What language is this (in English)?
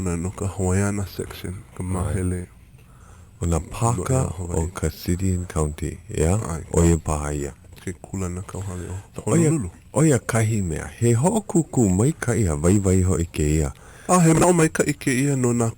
Hawaiian